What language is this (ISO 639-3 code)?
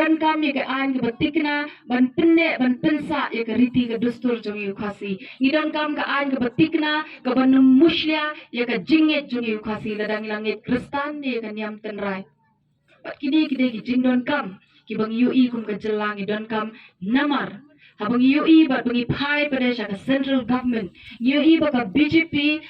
kha